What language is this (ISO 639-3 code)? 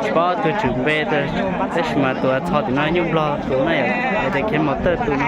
hmn